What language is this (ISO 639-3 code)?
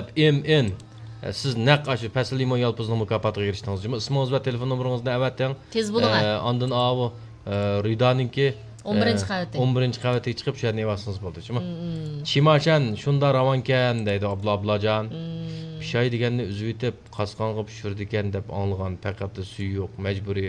uig